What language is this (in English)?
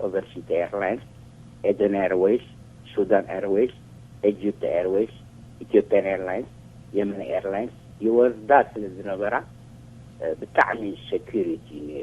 Tigrinya